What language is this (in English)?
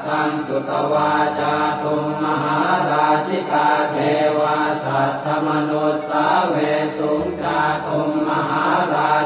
Pali